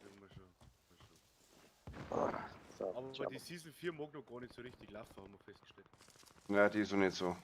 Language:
Bavarian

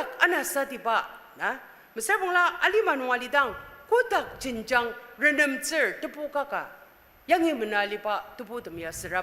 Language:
Ao Naga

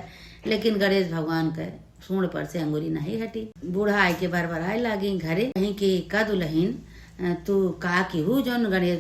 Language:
Awadhi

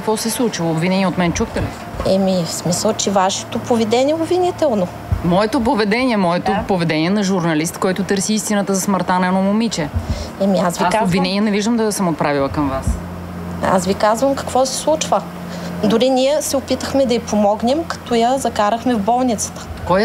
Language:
Bulgarian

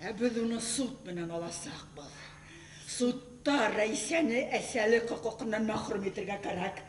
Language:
Bashkir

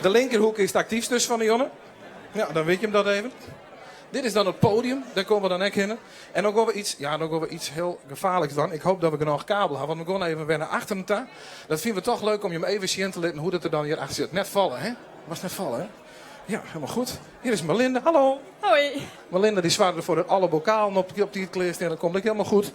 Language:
Western Frisian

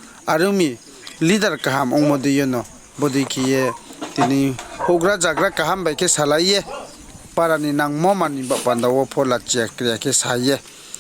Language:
Riang (India)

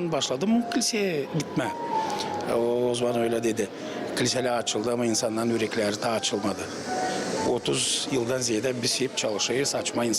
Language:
Gagauz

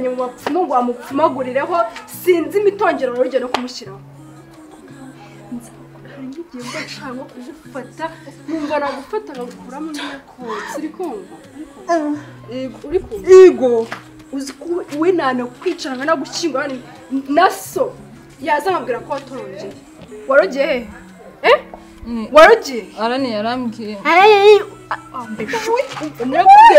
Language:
Kinyarwanda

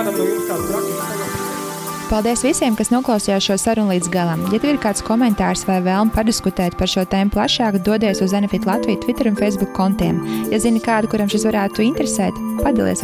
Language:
Latvian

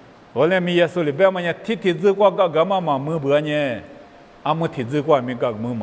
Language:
Lisu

